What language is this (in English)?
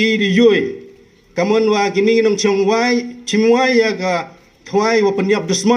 Pnar